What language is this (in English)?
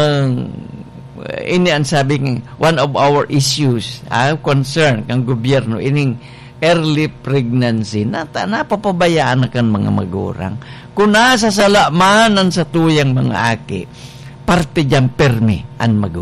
Bikol